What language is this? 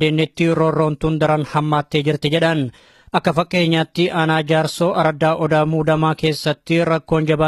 Oromo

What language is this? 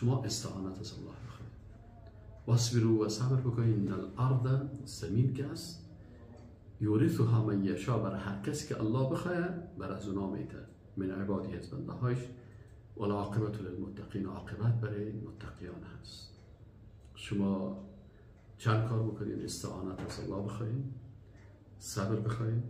Persian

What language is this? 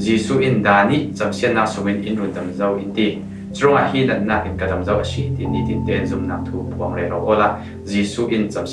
Falam Chin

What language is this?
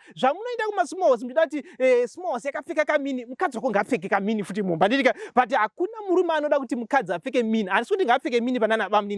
Shona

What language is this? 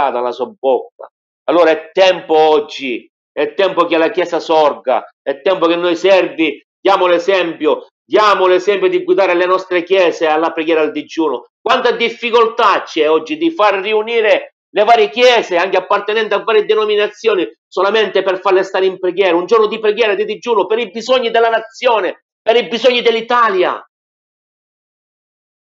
Italian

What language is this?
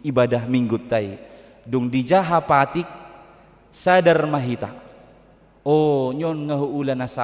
Batak Toba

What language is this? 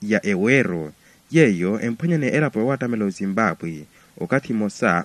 Makhuwa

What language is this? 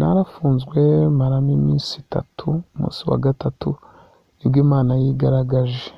Kinyarwanda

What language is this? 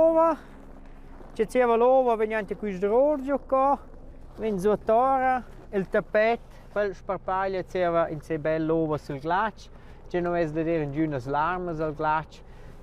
Romansh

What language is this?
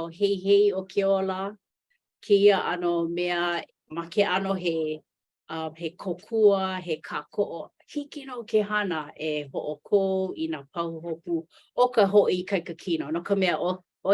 Hawaiian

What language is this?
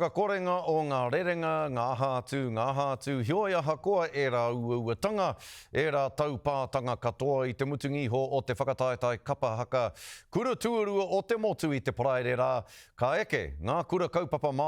Māori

